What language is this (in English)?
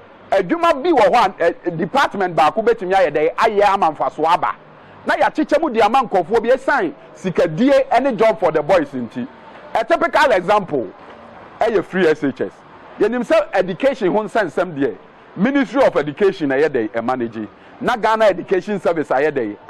Akan